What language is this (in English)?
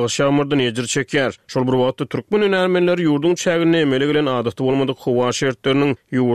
Turkmen